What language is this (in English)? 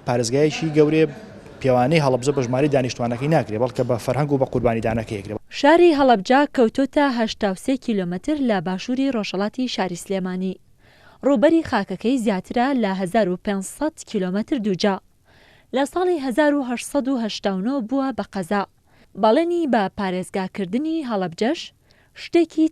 Central Kurdish